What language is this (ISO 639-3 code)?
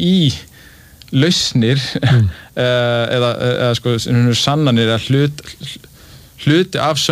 isl